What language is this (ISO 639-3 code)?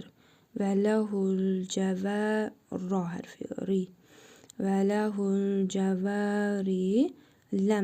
aze